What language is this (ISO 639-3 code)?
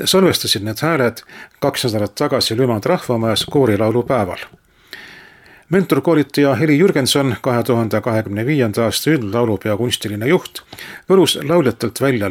est